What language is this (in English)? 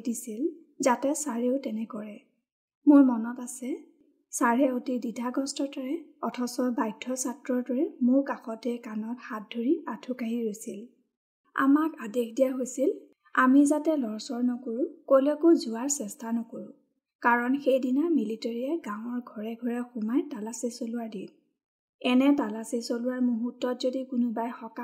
Assamese